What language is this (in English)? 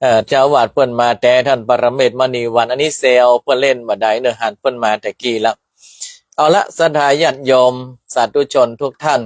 Northern Thai